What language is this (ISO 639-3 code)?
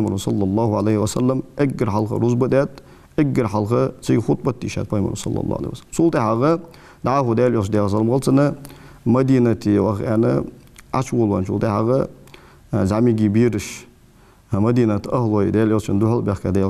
inh